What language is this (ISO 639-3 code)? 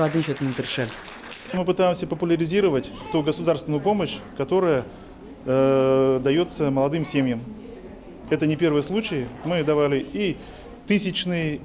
udm